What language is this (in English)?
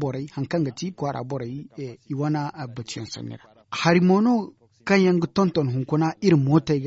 Zarma